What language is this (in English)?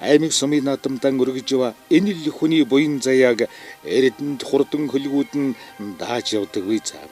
Mongolian